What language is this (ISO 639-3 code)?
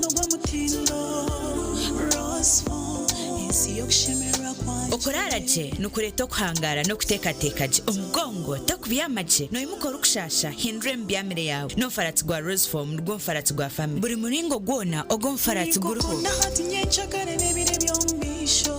nyn